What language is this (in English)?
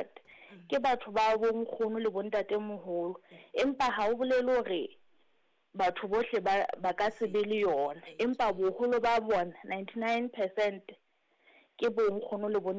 Southern Sotho